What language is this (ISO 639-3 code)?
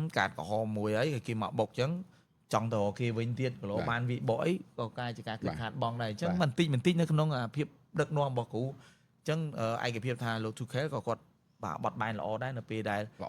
khm